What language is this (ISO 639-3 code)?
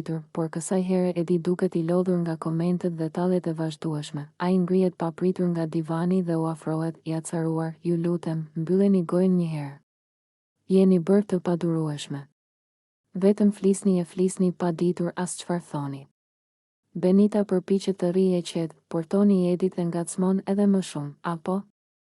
sqi